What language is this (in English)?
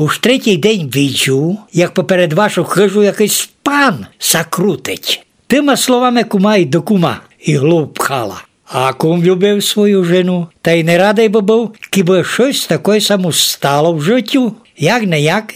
Rusyn